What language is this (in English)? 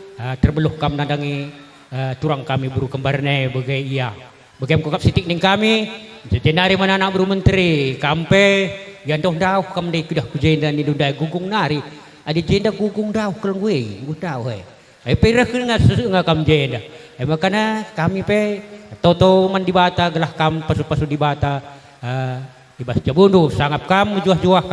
Batak Karo